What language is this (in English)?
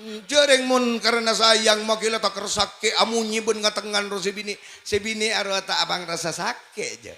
Madurese